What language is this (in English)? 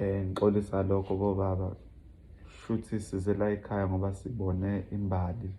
Zulu